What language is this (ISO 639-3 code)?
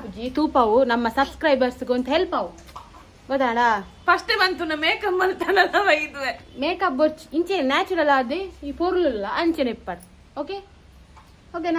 tcy